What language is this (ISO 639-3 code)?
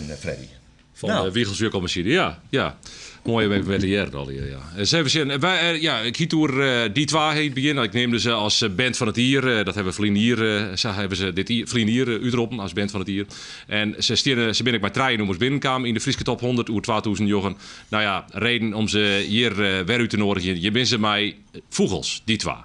fry